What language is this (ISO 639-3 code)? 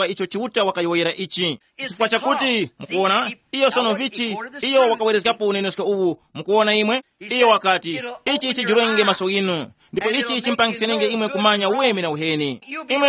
tum